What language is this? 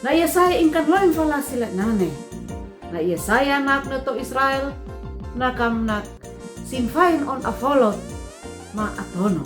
Uab Meto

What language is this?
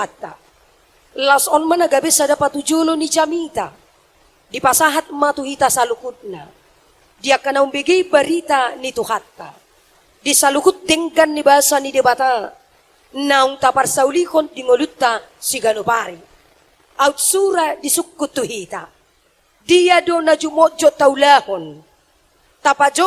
Batak Toba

